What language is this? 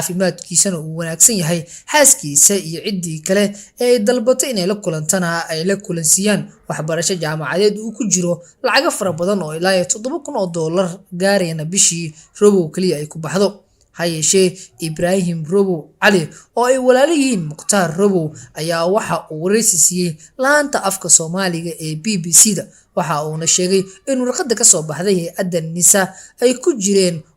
Somali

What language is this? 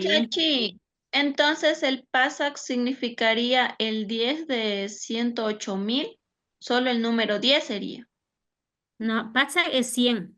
Imbabura Highland Quichua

